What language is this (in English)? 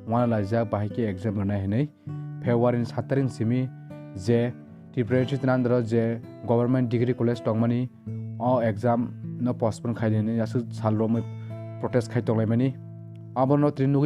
Kok Borok